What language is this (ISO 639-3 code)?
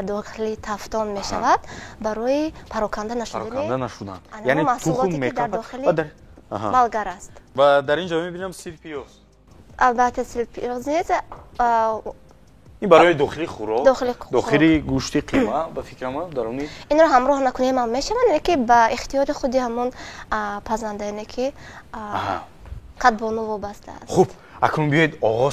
tgk